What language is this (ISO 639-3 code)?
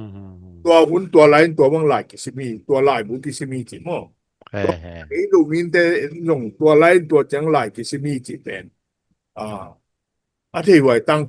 ctd